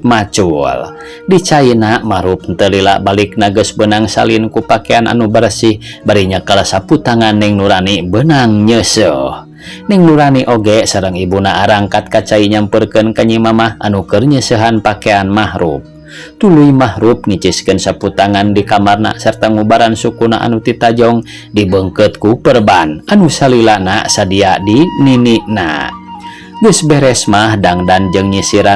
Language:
Sundanese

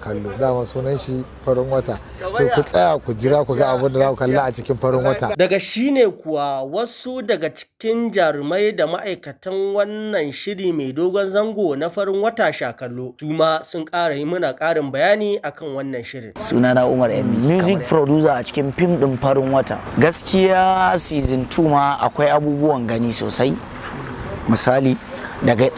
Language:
Hausa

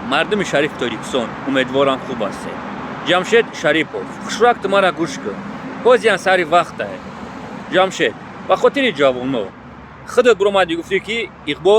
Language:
Tajik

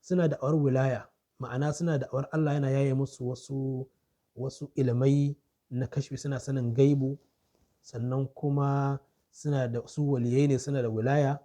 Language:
Hausa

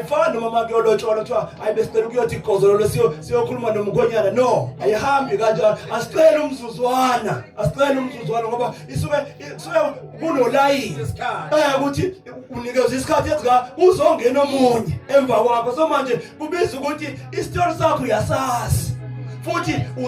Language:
Zulu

